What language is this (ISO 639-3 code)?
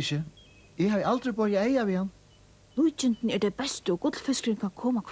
fao